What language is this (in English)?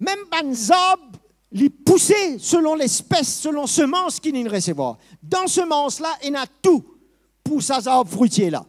Morisyen